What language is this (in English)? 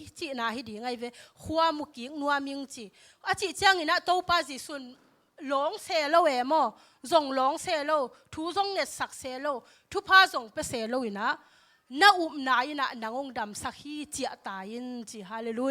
Tedim Chin